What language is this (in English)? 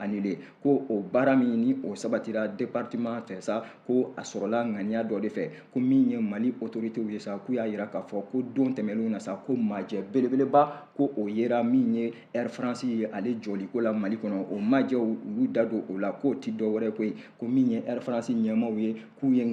Bambara